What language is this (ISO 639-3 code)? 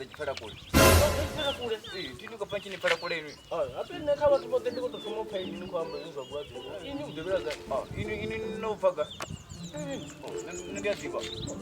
ven